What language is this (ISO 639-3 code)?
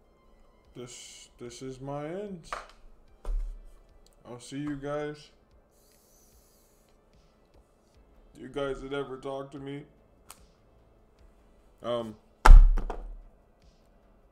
eng